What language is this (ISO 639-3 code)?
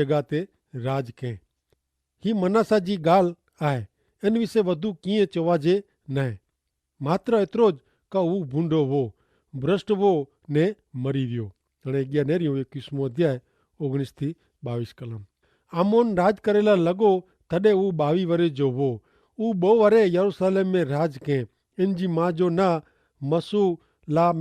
kfr